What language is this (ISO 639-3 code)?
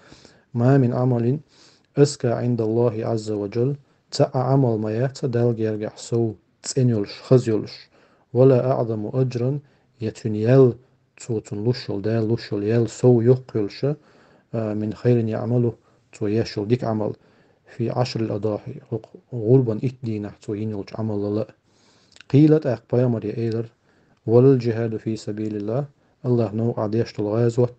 che